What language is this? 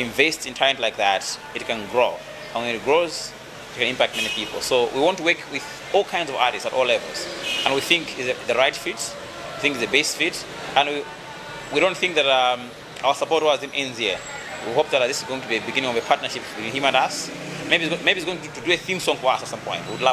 English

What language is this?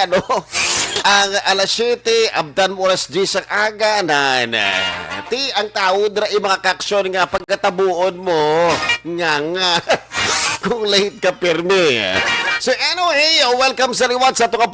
Hiligaynon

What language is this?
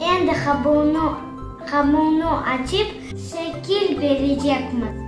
Crimean Tatar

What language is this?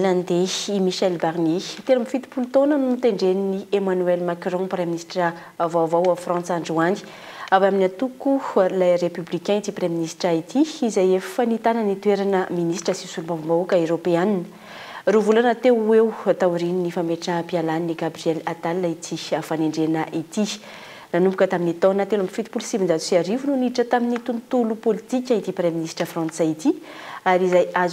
Malagasy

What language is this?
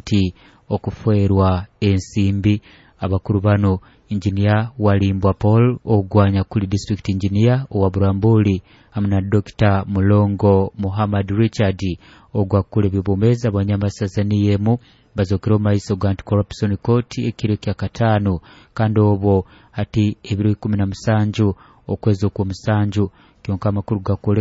Nyoro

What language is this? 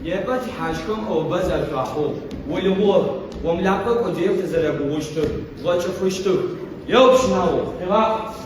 Adyghe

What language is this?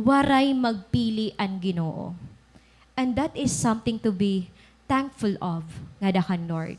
Waray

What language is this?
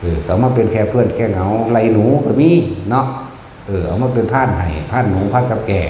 Northeastern Thai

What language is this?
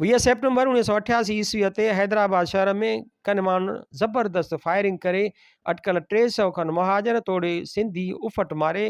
Sindhi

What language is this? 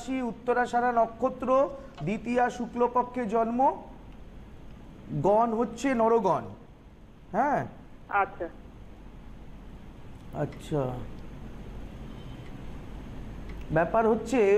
Bangla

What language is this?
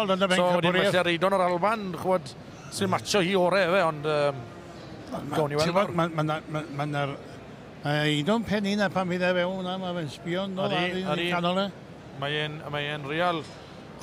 Welsh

